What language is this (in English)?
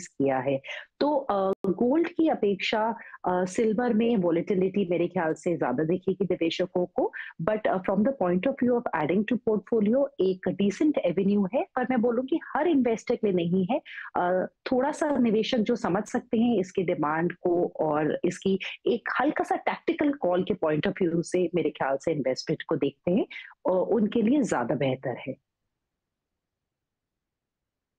Hindi